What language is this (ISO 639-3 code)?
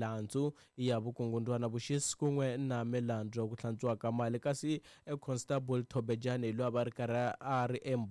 tso